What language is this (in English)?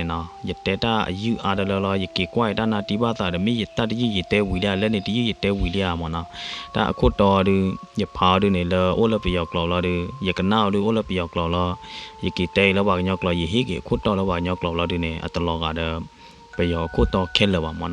S'gaw Karen